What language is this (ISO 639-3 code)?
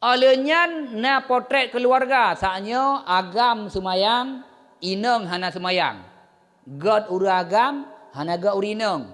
ace